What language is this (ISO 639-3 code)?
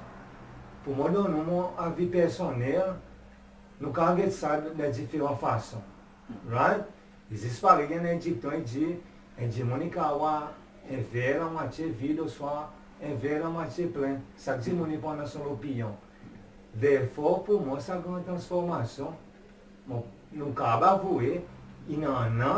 crs